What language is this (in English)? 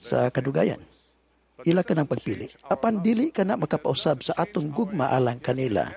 Cebuano